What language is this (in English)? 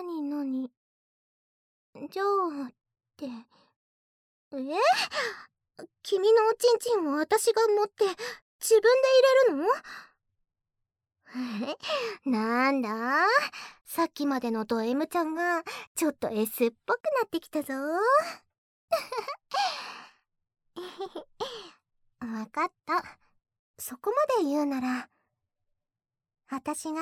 Japanese